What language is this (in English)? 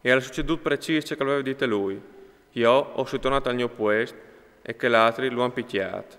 Friulian